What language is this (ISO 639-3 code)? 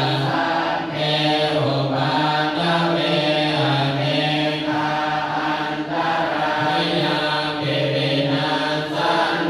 pli